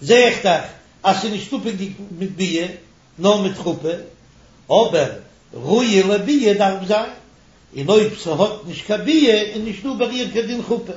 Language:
Yiddish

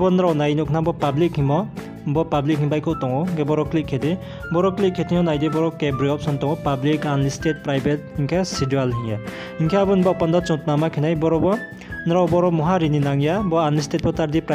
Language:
Riang (India)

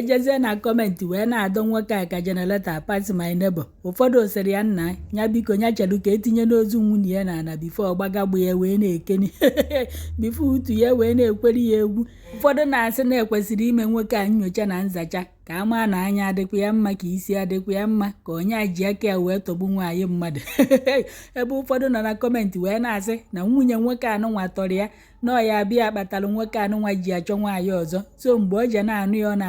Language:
Igbo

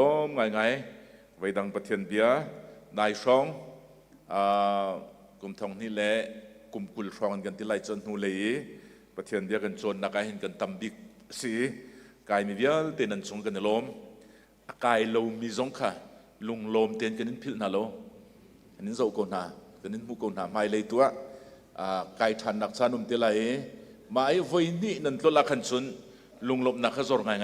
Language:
Hakha Chin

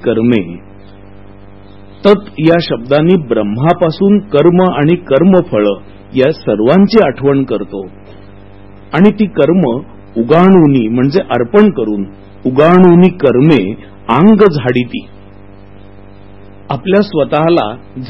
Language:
Marathi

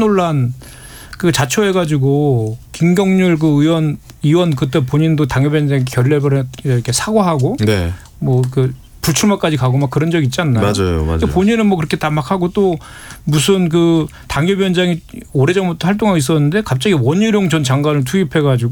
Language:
Korean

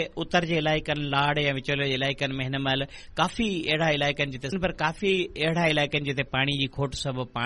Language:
Sindhi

